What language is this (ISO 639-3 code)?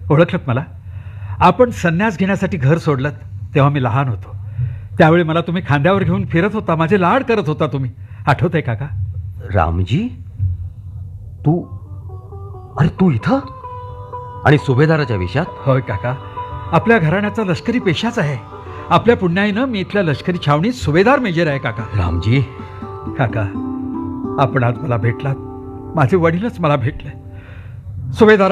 mar